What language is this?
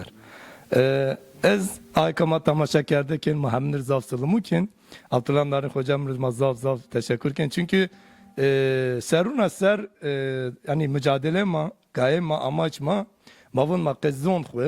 Zaza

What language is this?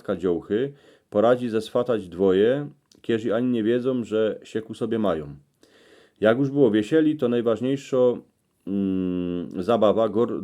Silesian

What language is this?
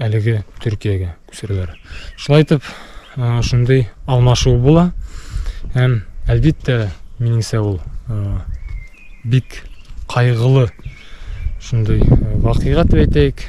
Bashkir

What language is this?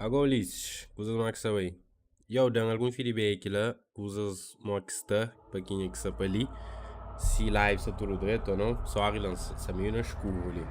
Kabuverdianu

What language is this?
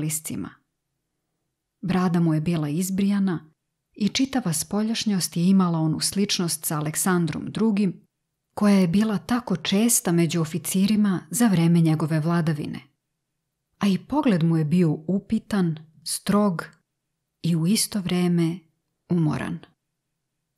Serbian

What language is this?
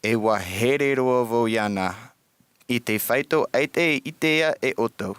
Tahitian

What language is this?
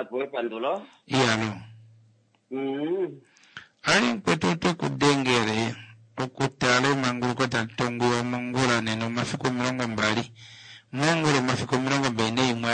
Kuanyama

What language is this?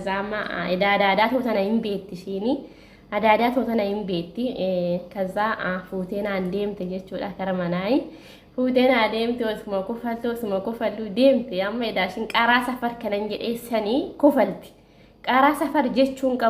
Oromo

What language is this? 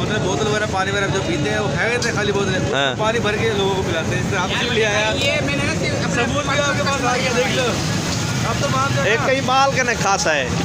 Saraiki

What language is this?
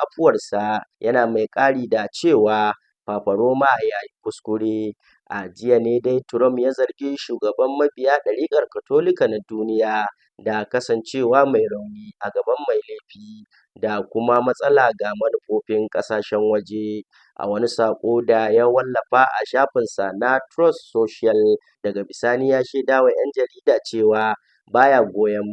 Hausa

